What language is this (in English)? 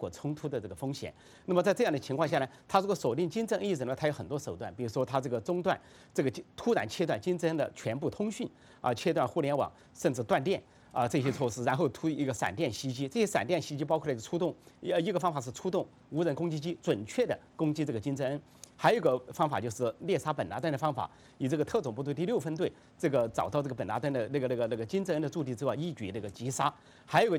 Chinese